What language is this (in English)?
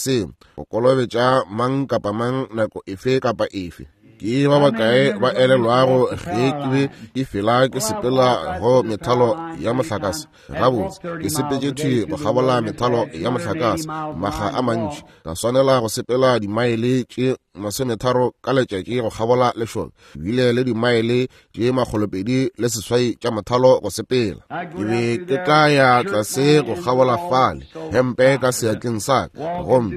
Northern Sotho